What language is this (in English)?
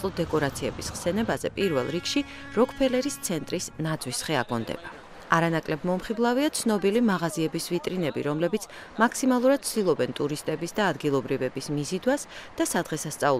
Georgian